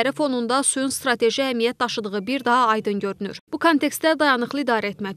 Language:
Azerbaijani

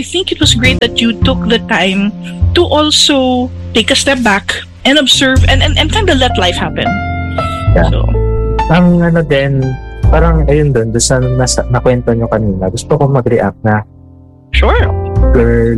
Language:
Filipino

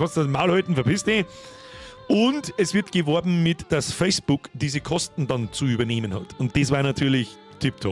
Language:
Bavarian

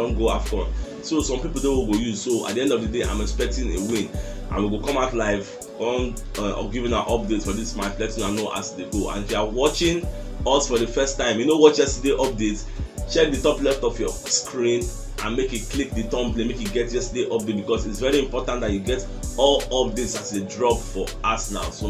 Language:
Nigerian Pidgin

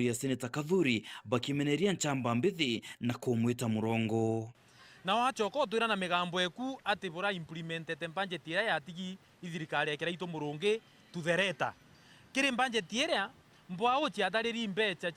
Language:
Meru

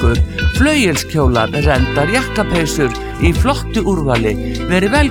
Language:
Icelandic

